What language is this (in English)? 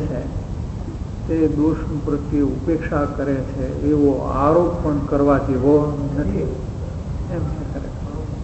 Gujarati